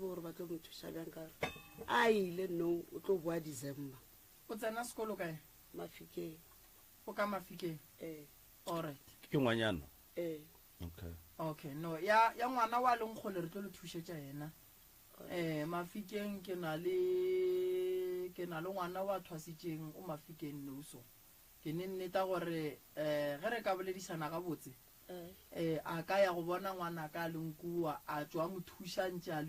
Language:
Northern Sotho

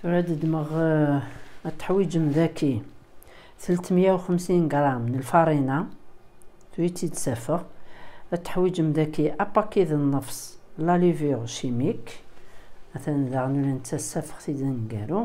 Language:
Kabyle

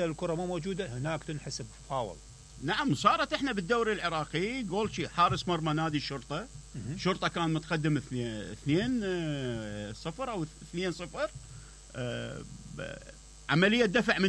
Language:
Mesopotamian Arabic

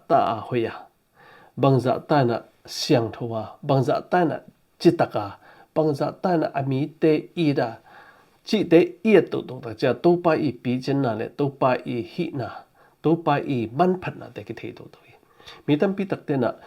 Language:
Tedim Chin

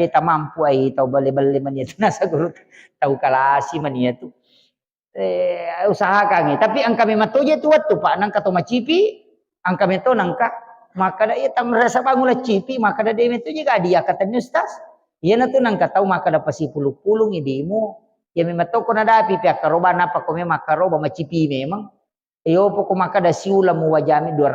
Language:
Buginese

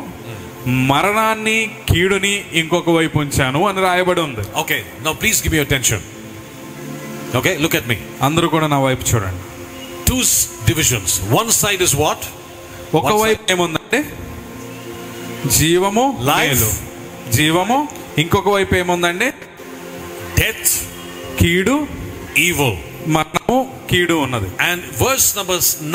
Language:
Telugu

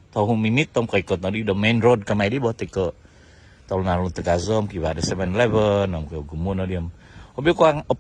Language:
Central Dusun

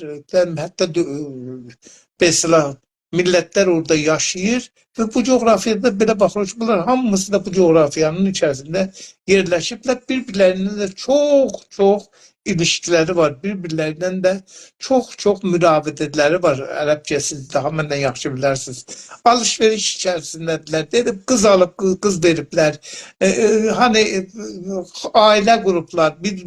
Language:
South Azerbaijani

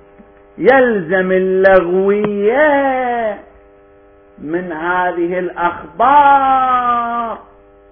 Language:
Arabic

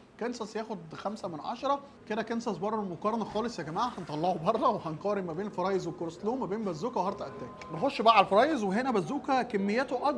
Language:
Egyptian Arabic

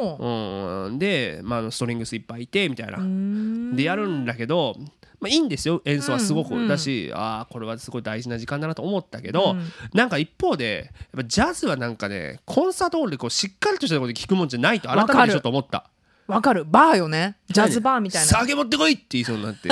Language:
Japanese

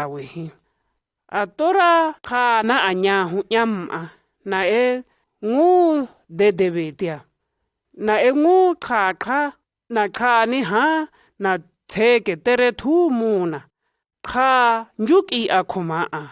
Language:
Shua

